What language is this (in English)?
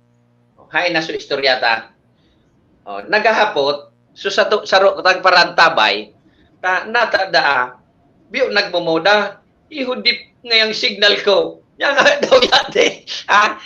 Bikol